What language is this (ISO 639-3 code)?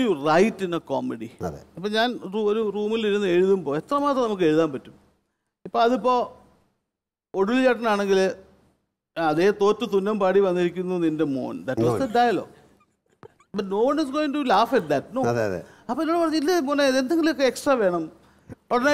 mal